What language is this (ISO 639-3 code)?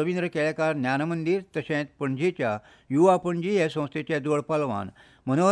kok